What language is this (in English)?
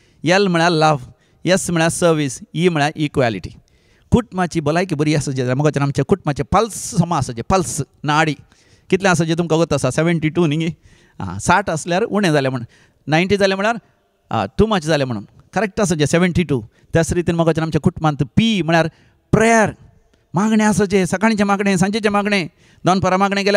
Konkani